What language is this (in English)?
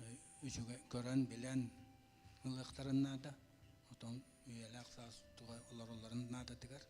Yakut